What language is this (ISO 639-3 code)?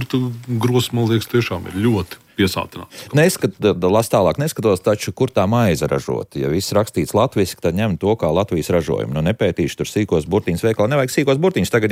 lav